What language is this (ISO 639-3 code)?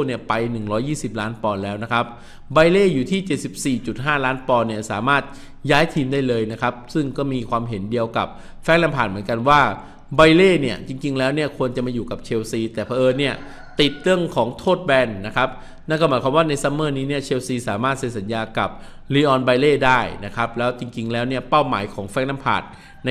tha